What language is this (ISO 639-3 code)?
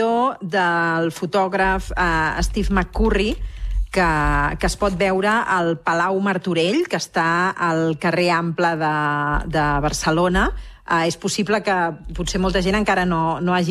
cat